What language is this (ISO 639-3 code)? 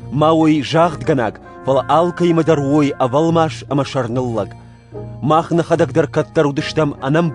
oss